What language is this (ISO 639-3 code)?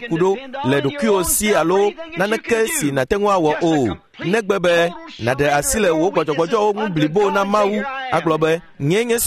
ewe